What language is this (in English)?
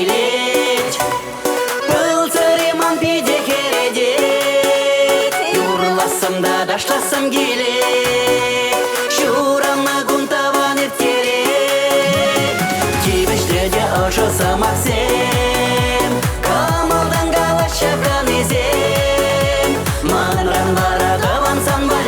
Chuvash